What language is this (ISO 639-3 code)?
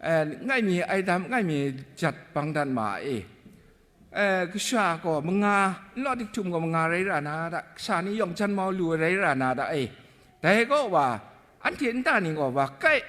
kac